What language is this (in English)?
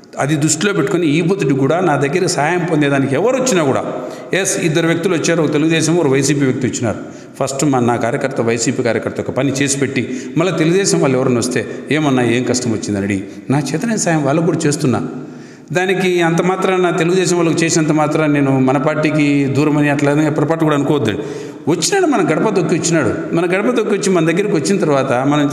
Telugu